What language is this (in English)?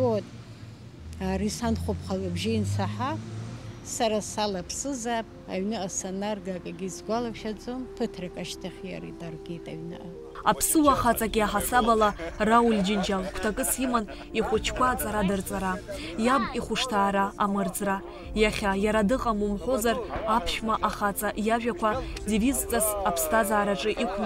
Abkhazian